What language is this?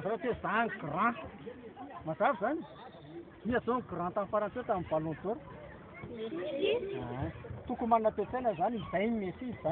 Malagasy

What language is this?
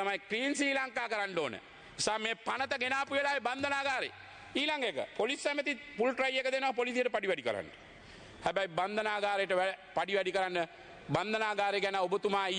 Sinhala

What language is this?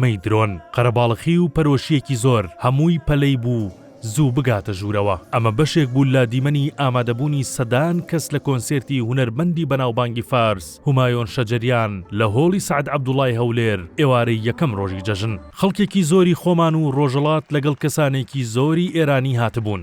Central Kurdish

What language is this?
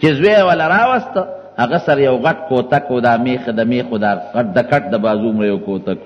Pashto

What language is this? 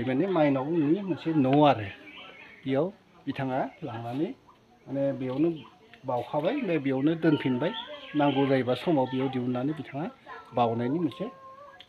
Bodo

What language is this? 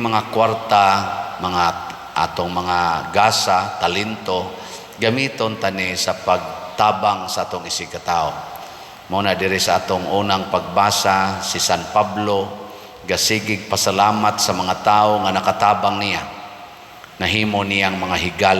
Cebuano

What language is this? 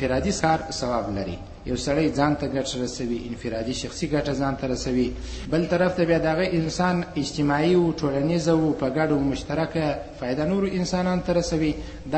Pashto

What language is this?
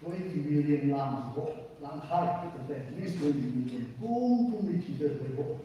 Tangkhul Naga (India)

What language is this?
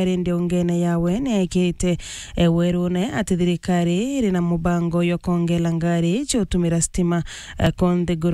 Meru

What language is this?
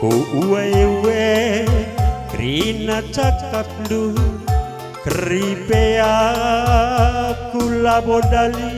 Batak Karo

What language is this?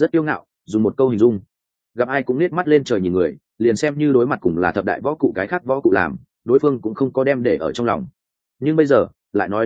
Vietnamese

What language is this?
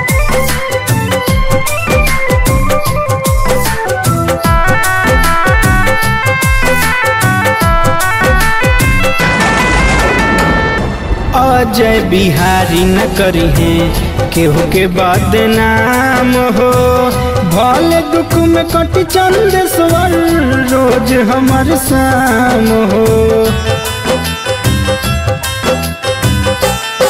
Bhojpuri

